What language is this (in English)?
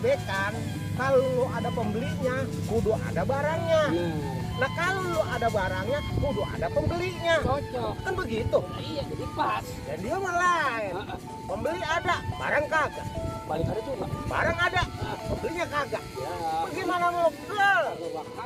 Betawi